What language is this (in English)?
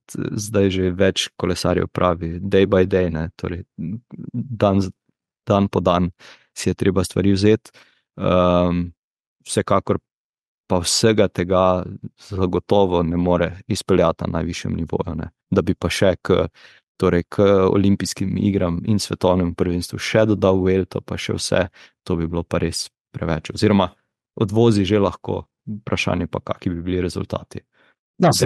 Slovenian